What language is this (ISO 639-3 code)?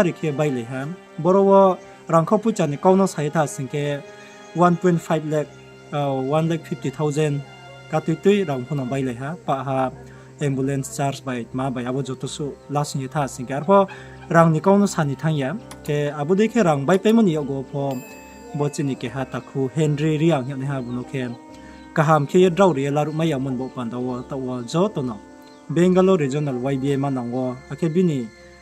ria